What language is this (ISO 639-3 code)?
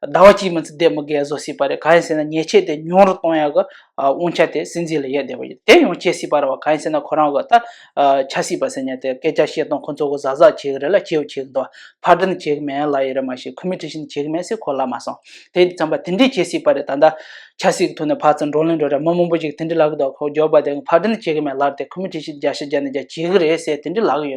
bod